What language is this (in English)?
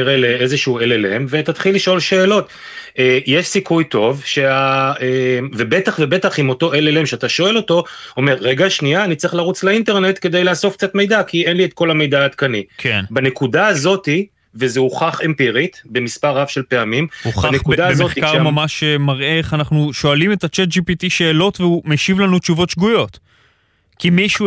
Hebrew